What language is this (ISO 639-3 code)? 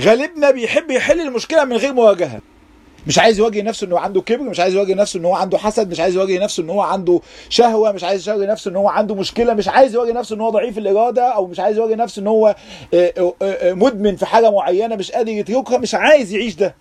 arz